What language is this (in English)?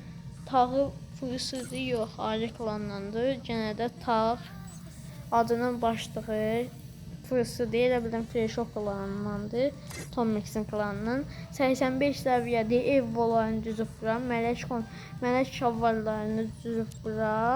Azerbaijani